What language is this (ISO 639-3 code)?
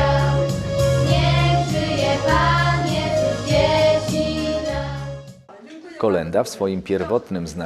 pol